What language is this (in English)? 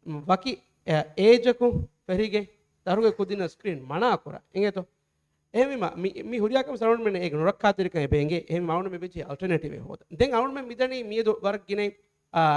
Divehi